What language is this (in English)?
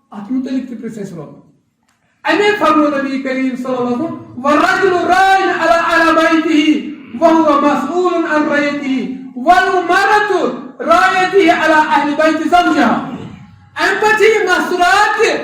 Kashmiri